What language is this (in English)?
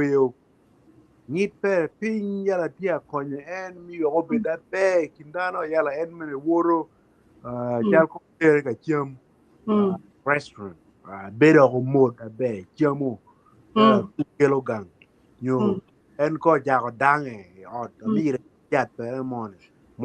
Acoli